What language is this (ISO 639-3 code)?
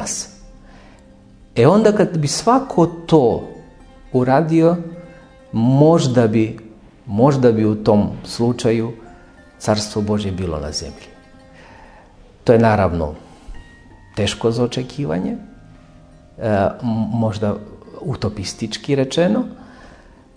srp